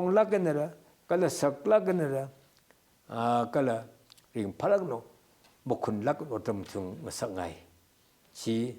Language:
Tangkhul Naga (India)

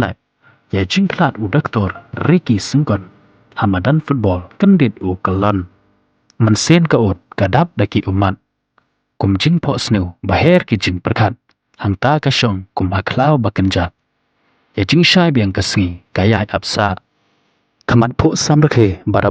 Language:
Khasi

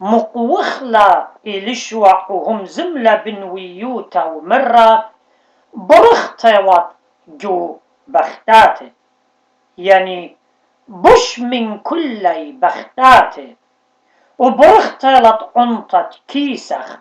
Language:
Assyrian Neo-Aramaic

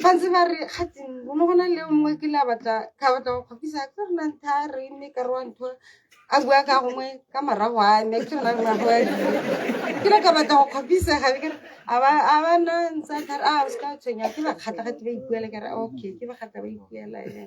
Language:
Tswana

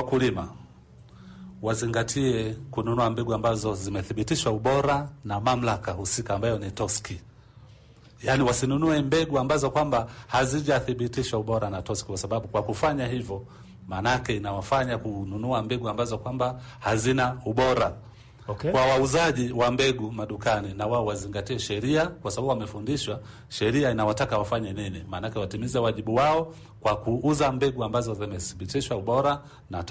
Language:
Swahili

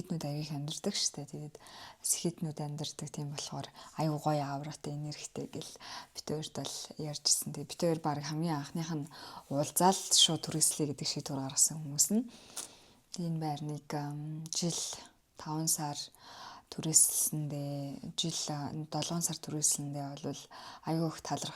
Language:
Mongolian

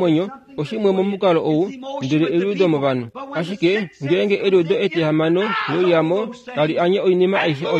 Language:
Kuanyama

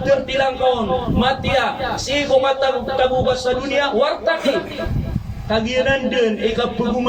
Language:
Maranao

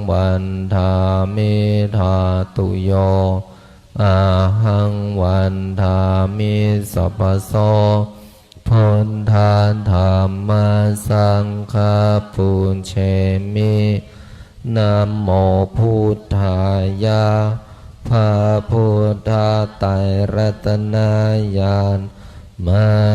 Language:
Pali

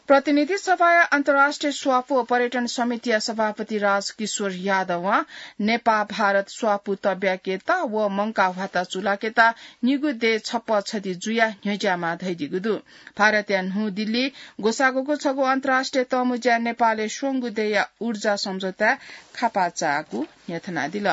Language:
Newari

